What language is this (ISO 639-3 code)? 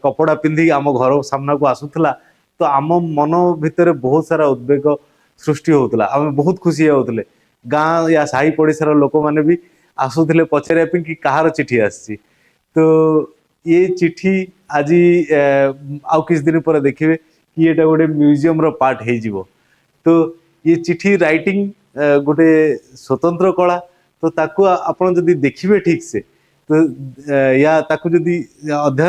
ori